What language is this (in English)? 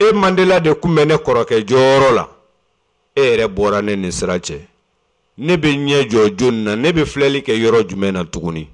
Bambara